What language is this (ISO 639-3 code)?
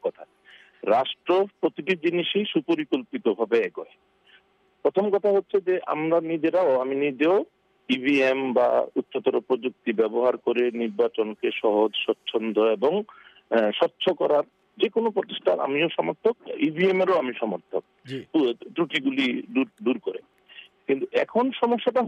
ben